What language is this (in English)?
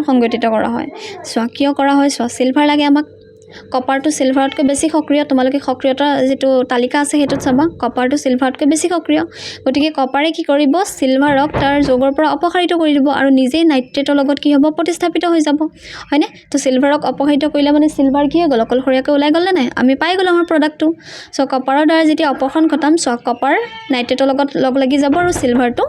Assamese